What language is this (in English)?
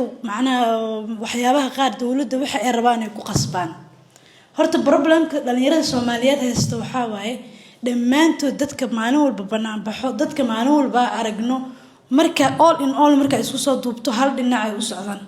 Somali